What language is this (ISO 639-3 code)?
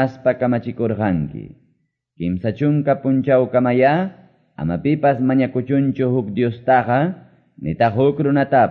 que